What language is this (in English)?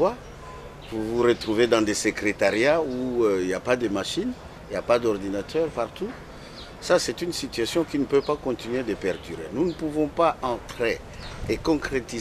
French